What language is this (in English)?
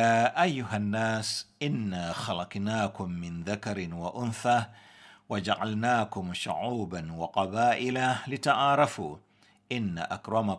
Nyanja